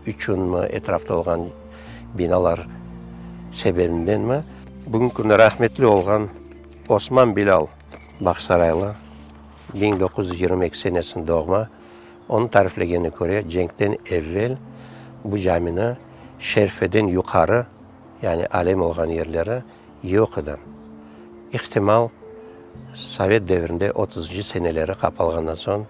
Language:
Crimean Tatar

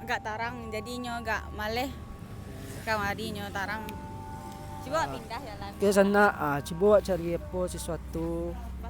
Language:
Minangkabau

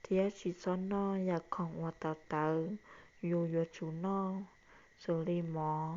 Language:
Hmong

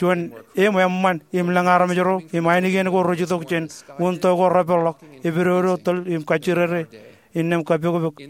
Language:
Marshallese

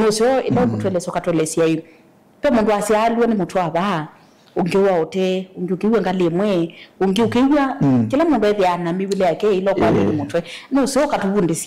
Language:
Kamba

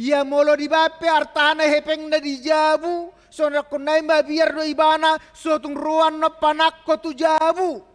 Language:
Batak Toba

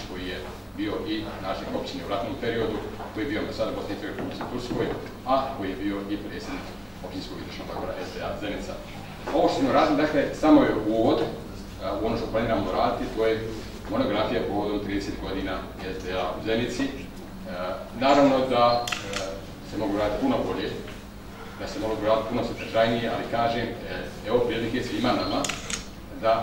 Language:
Bosnian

